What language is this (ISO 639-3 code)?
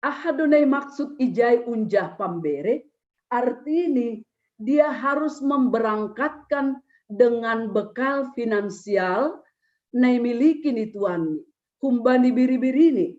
bts